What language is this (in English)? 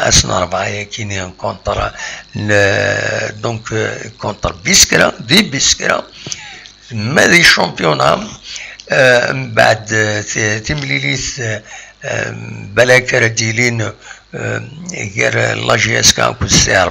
Kabyle